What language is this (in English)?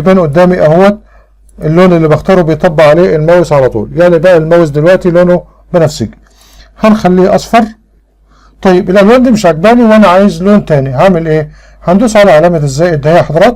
Egyptian Arabic